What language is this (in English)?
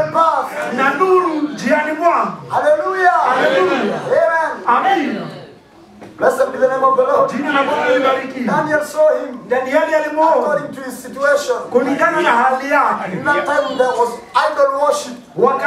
Swahili